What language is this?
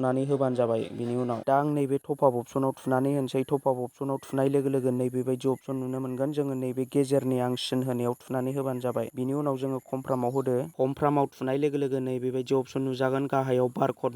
Bodo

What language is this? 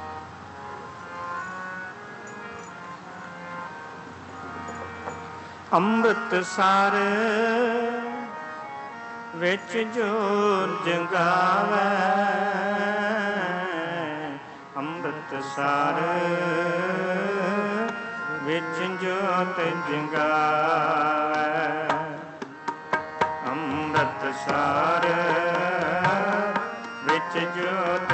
Punjabi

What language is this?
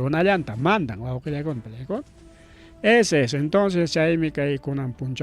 Ayacucho Quechua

